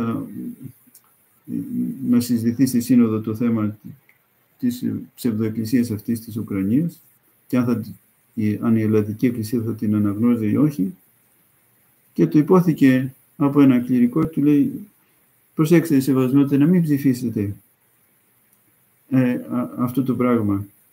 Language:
Greek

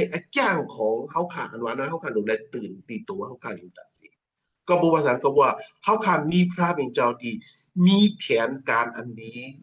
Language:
Shan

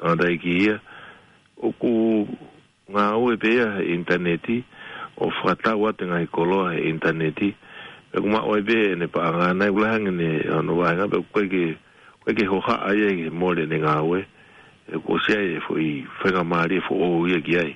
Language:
Tongan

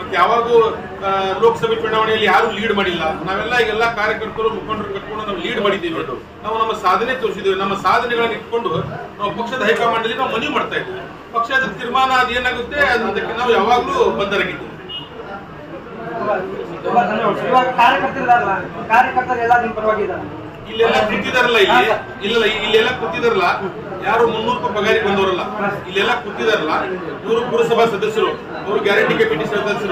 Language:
Kannada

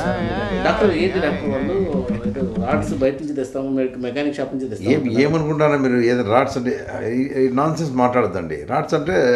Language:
Telugu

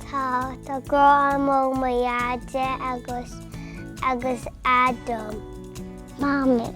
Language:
Irish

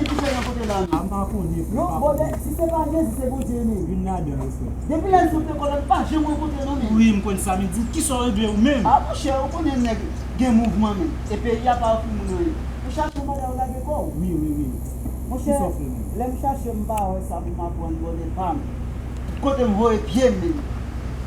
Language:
Haitian Creole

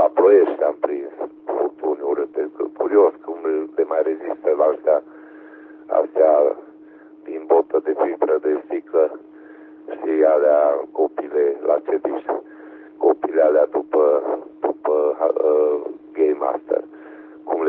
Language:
Romanian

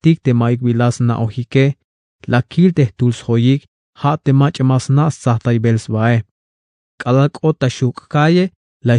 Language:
Tzeltal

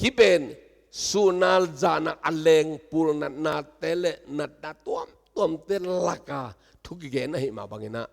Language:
Tedim Chin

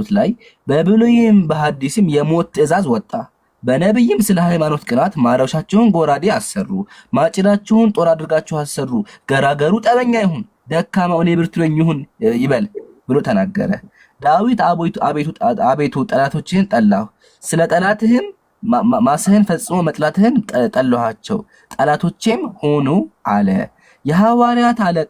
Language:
Amharic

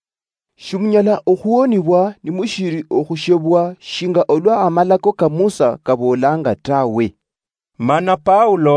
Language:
Luyia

